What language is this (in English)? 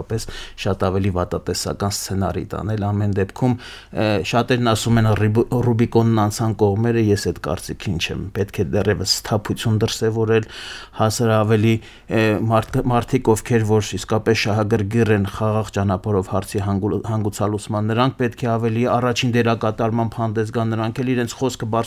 Armenian